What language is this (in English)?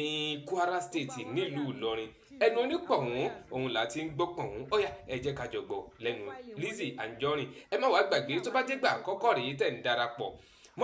Yoruba